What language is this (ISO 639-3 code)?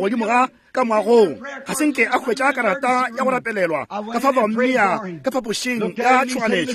nso